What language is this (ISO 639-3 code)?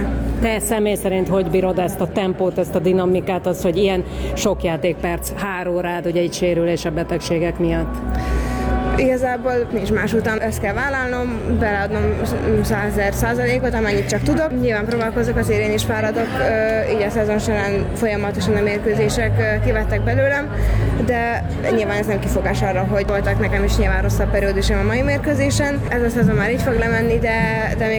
hun